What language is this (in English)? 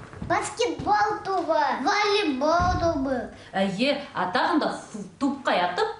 Bashkir